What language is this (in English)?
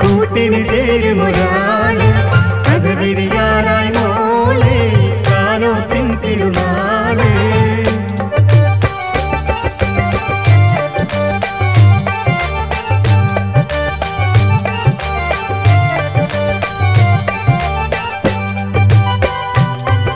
Malayalam